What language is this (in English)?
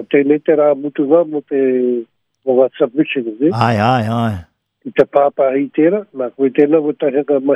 Māori